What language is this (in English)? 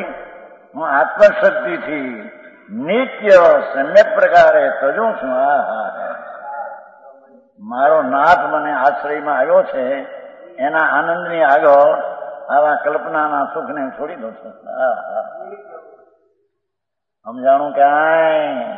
Gujarati